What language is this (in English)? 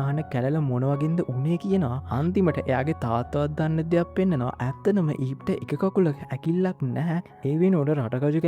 Sinhala